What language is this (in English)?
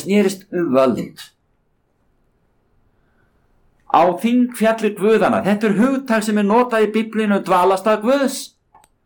Icelandic